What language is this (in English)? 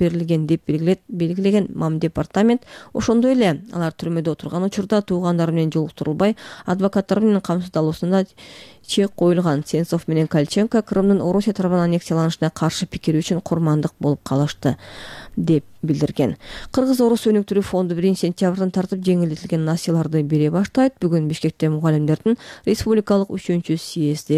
Kyrgyz